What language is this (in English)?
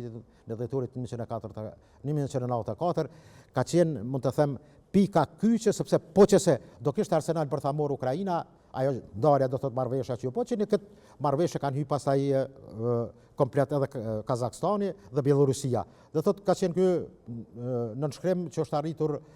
Albanian